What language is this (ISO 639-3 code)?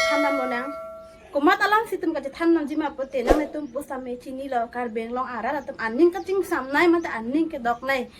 mjw